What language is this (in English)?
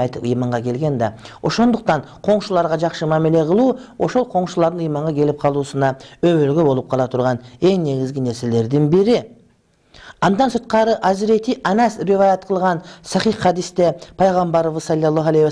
Kyrgyz